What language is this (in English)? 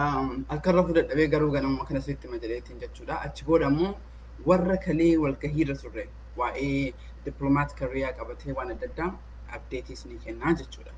Oromo